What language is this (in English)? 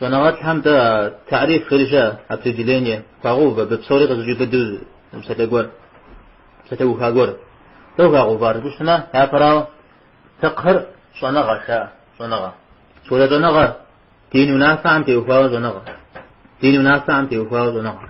Kabardian